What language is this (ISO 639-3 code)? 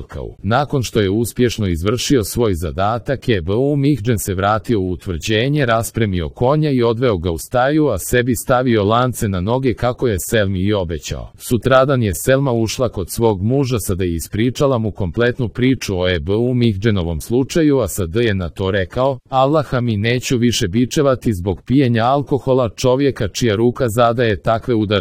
srp